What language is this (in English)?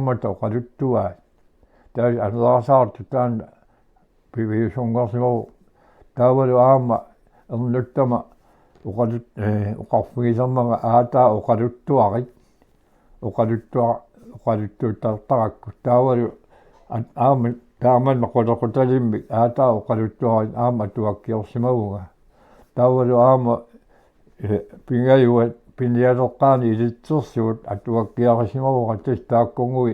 Kalaallisut